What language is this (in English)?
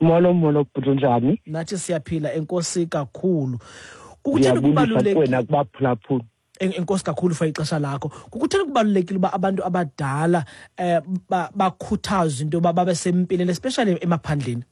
Xhosa